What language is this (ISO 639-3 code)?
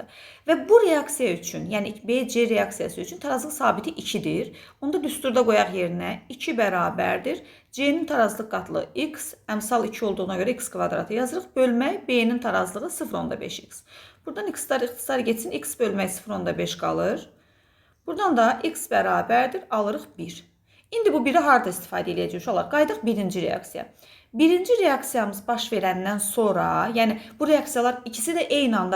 aze